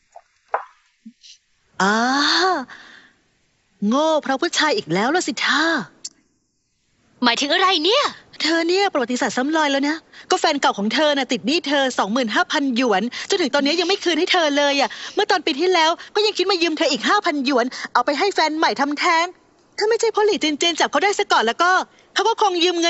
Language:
Thai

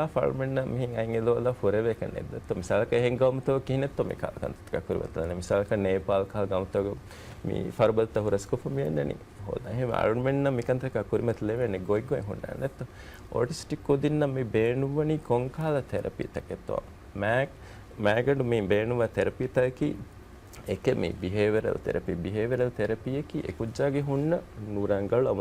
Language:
Divehi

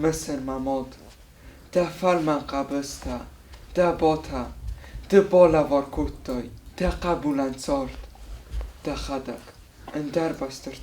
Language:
Ossetic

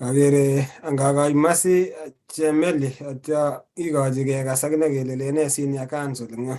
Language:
Kalenjin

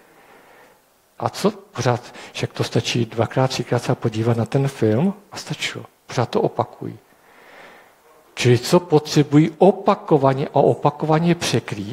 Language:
Czech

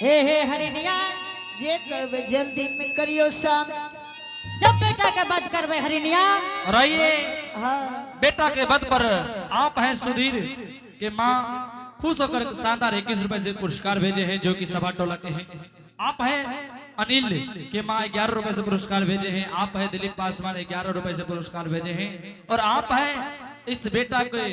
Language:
Angika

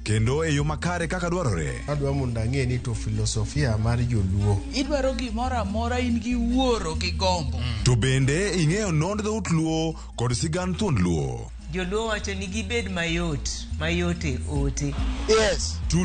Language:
Luo (Kenya and Tanzania)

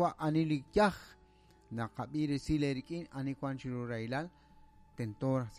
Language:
Kekchí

